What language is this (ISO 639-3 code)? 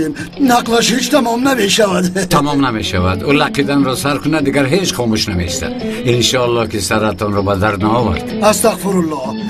tgk